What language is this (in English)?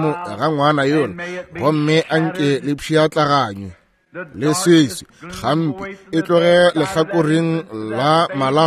Northern Sotho